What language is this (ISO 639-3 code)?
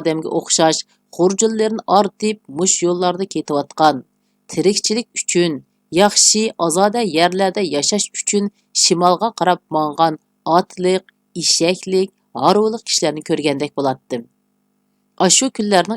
uig